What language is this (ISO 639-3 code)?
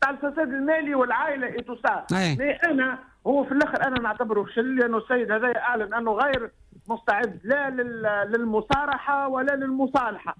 aeb